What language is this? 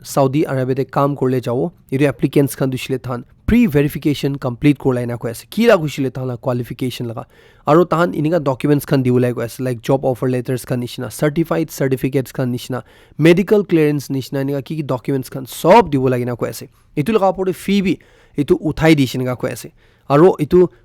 Naga Pidgin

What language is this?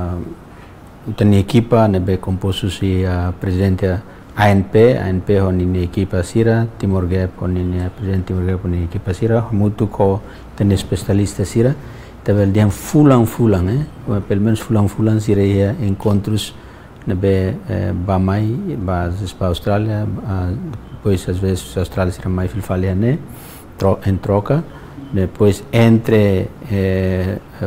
Tetum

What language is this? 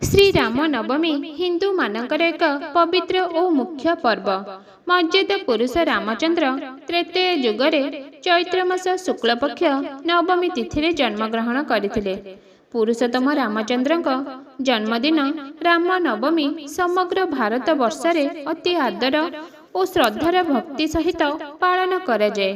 Odia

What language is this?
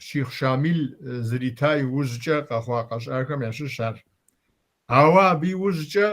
Kabardian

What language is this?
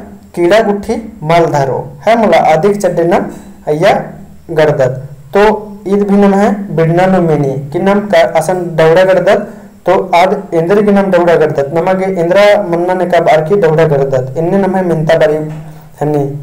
Kurukh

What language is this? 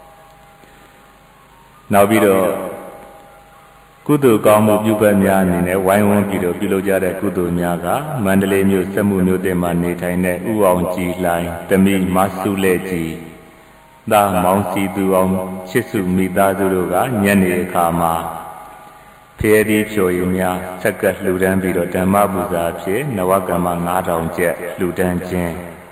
Burmese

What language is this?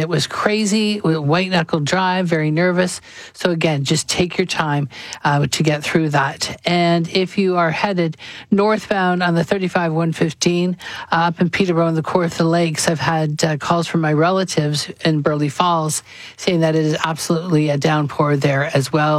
English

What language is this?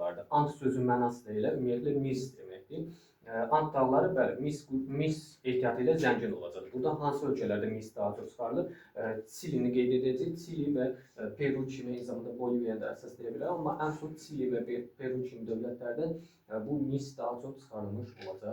Azerbaijani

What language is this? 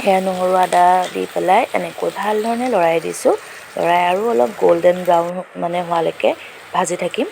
Assamese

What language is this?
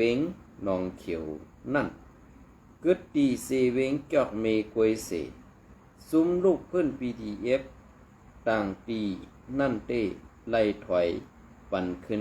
Shan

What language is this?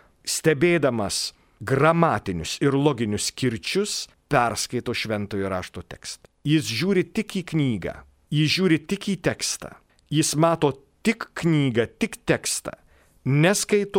Lithuanian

